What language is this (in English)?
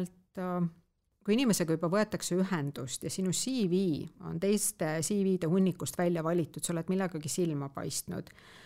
Estonian